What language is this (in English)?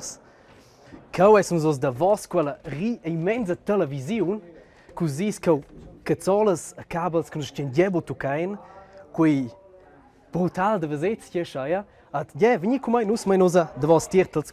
Romansh